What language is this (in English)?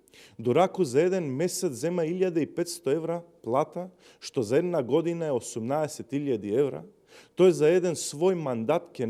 Macedonian